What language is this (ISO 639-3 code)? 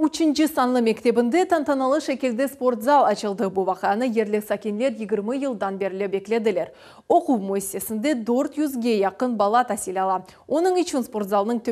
crh